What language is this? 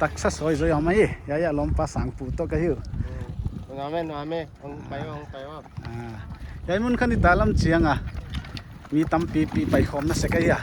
Paite Chin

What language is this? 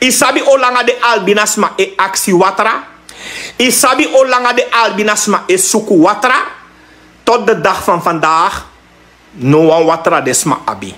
Sranan Tongo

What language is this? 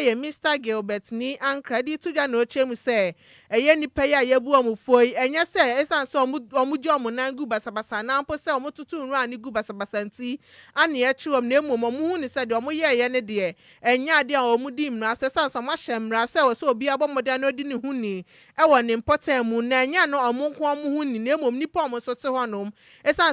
Akan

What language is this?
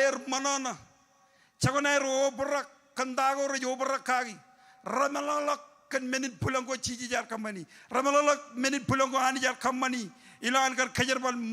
Marshallese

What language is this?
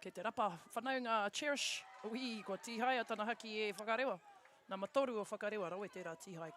Māori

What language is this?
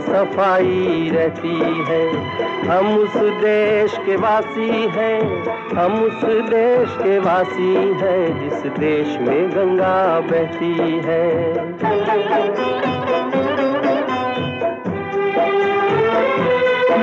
Hindi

